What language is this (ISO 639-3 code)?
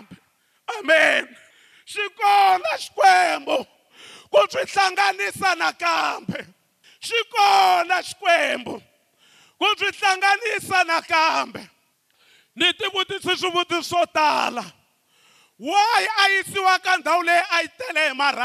tso